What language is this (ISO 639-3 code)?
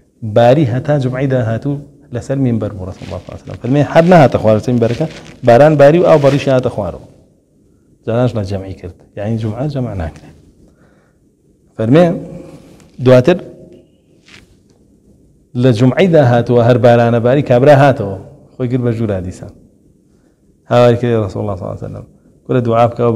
ckb